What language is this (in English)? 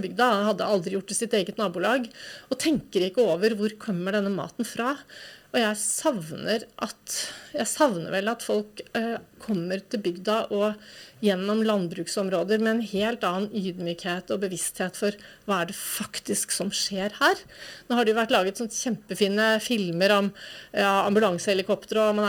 Norwegian